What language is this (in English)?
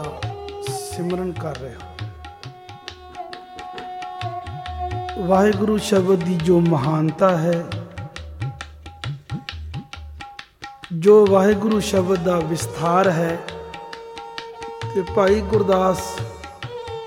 Punjabi